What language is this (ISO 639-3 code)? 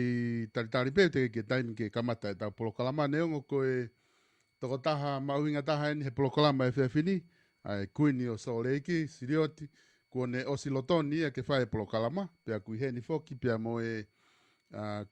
ton